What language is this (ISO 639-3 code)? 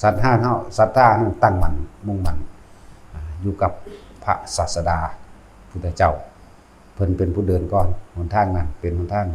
tts